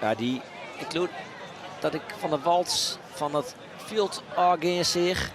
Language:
Western Frisian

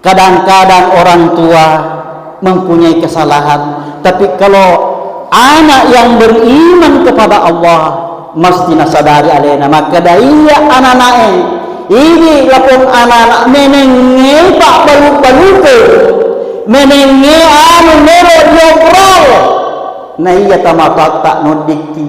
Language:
Buginese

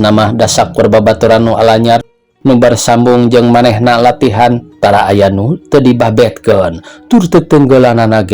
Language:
Sundanese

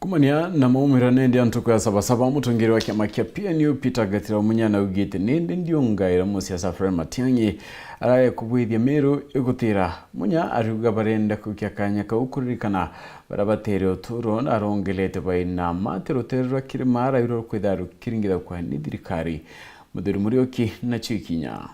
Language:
Meru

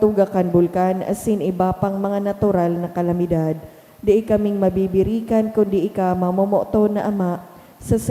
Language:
Bikol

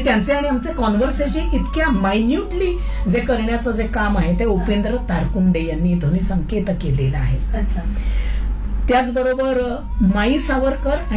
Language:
Marathi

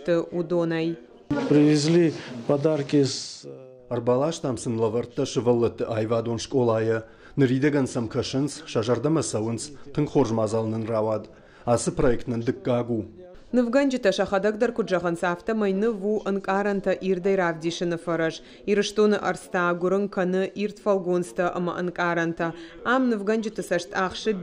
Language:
Ossetic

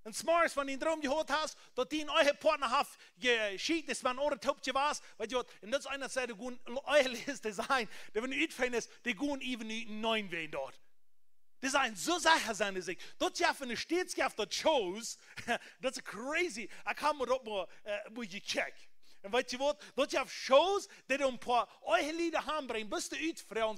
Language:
Plautdietsch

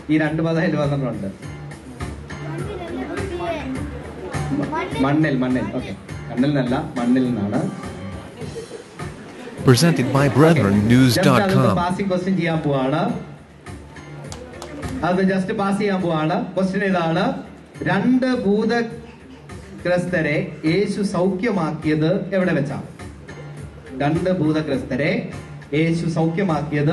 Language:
Malayalam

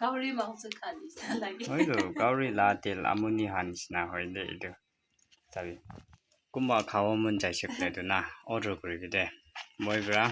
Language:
Naga Pidgin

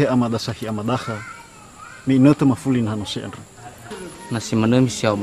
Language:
Nias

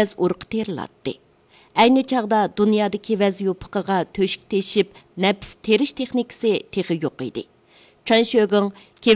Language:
Uyghur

